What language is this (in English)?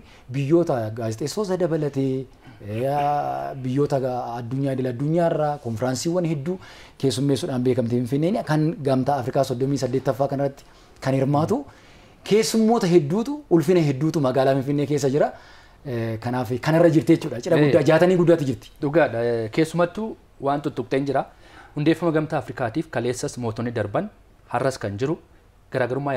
Oromo